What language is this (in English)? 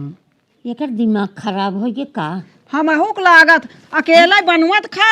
Awadhi